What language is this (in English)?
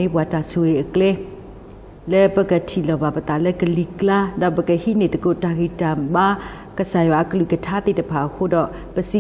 S'gaw Karen